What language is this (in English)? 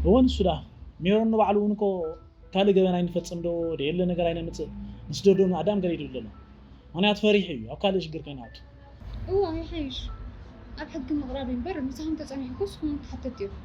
Tigrinya